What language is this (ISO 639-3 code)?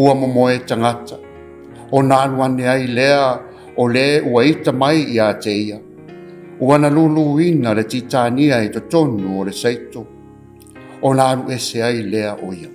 smo